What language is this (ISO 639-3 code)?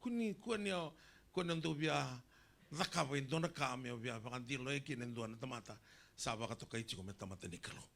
fij